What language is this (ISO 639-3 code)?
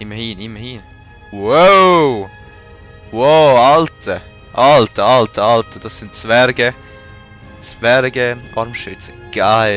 gsw